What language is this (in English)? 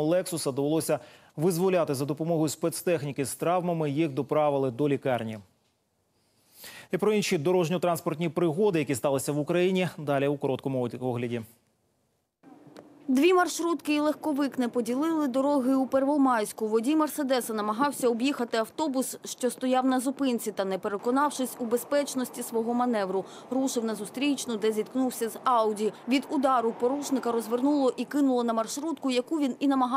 Ukrainian